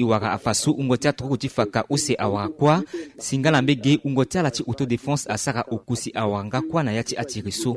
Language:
Sango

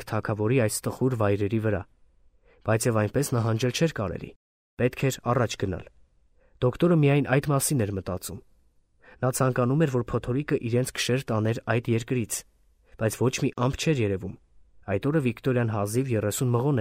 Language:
Armenian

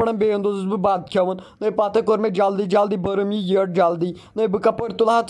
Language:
Kashmiri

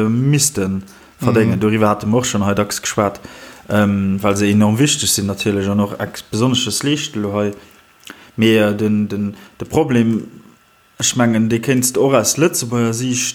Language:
Luxembourgish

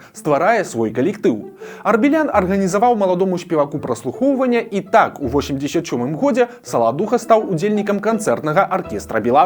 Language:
Belarusian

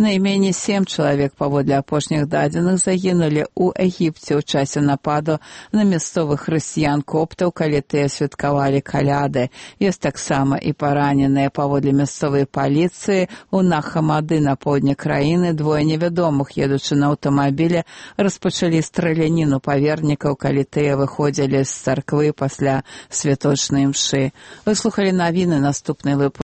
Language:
Belarusian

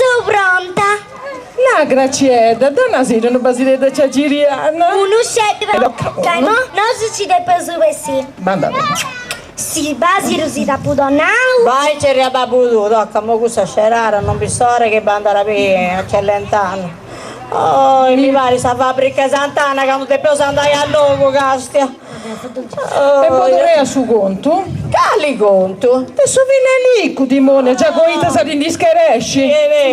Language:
Sardinian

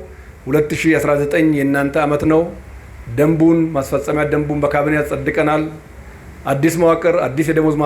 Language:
Amharic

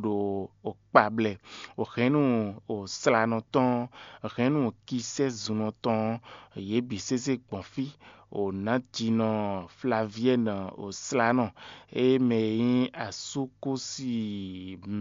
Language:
Fon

